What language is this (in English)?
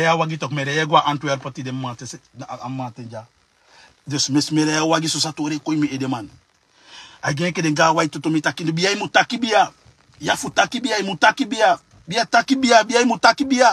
Sranan Tongo